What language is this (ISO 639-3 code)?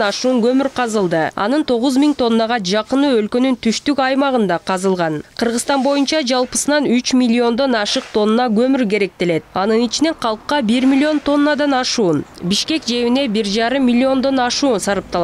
kir